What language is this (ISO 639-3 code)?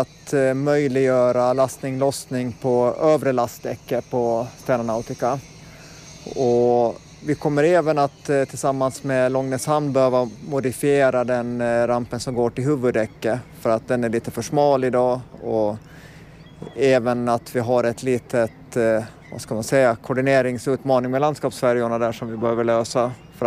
swe